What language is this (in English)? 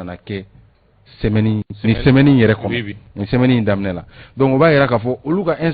Bambara